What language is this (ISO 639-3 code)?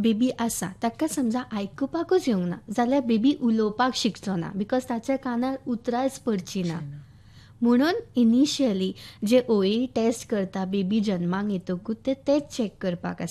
kok